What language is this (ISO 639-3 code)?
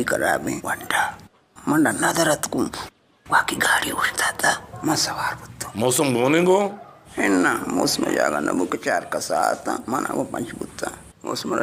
bal